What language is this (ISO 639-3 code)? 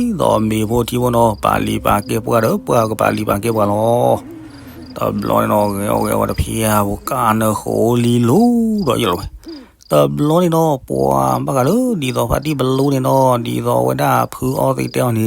ksw